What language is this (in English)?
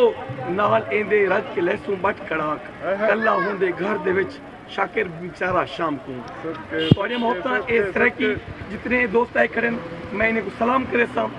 Saraiki